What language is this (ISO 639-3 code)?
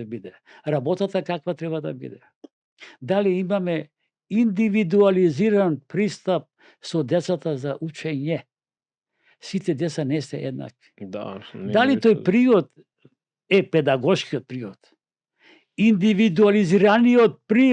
mkd